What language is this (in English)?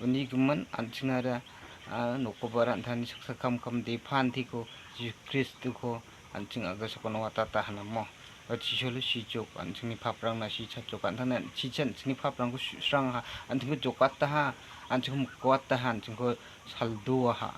Garo